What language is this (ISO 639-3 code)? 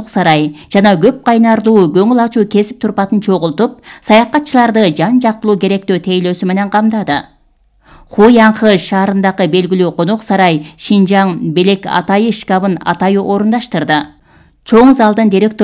kir